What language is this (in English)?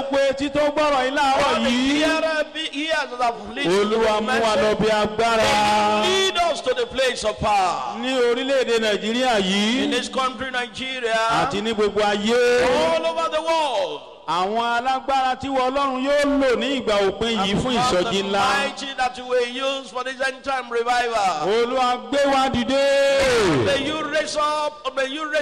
Yoruba